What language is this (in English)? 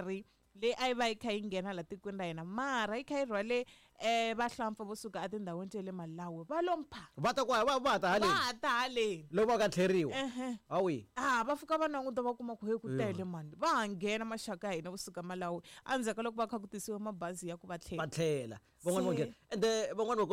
Tsonga